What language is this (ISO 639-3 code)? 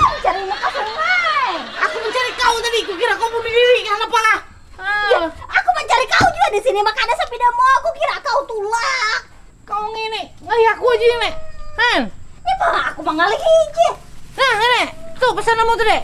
bjn